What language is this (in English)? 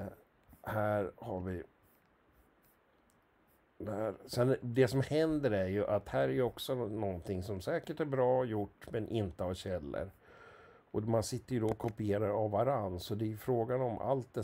Swedish